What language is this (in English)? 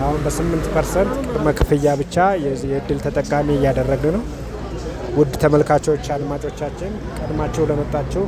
Amharic